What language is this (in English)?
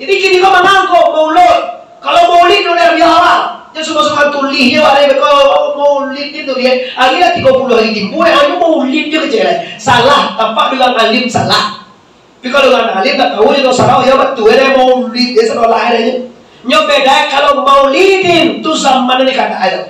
Minangkabau